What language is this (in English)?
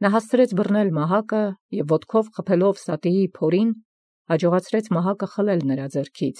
Armenian